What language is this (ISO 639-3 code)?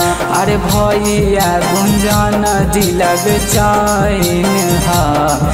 bho